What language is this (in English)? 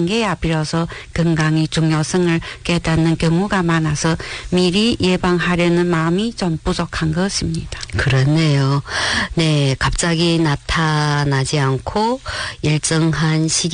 Korean